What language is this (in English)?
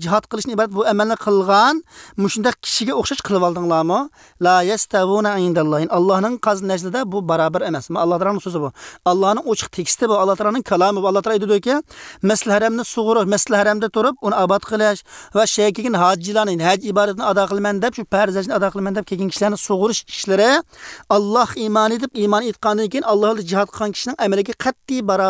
Uyghur